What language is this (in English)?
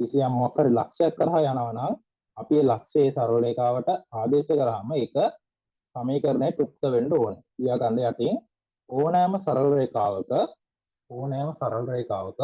Sinhala